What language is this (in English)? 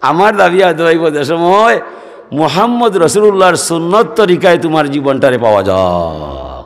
Sylheti